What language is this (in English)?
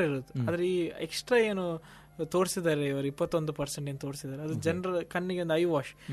Kannada